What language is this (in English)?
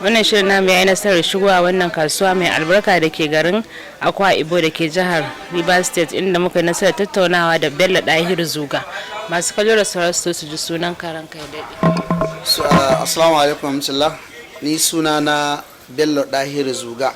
Hausa